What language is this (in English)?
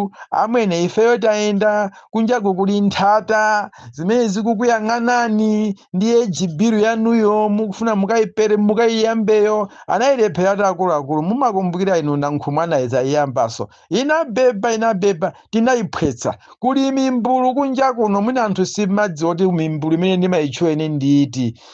Nyanja